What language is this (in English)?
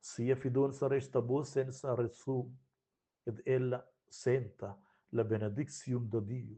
Romansh